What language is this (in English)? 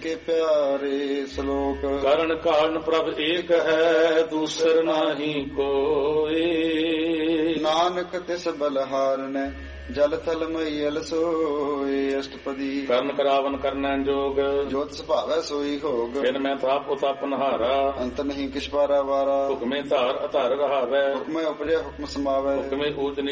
Punjabi